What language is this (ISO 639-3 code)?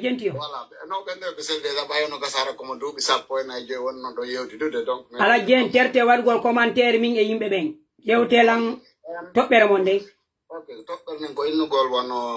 fuf